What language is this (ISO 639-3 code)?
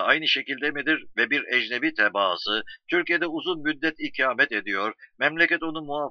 tur